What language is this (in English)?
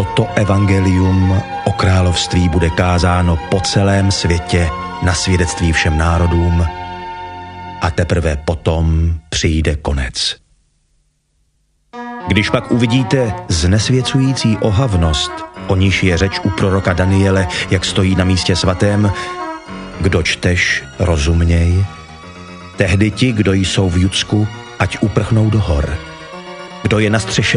Czech